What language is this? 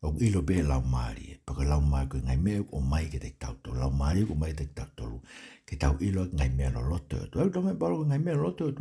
Tongan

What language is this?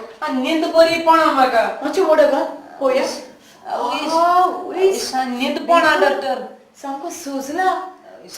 Konkani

